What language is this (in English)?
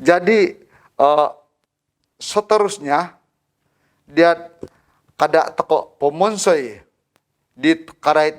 Central Dusun